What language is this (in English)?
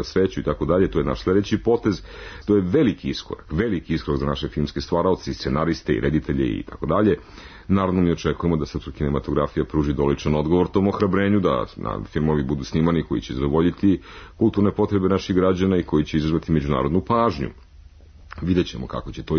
Serbian